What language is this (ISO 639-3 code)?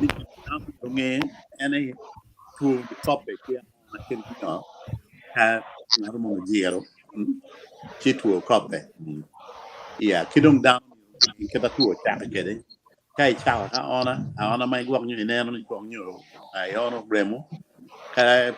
ach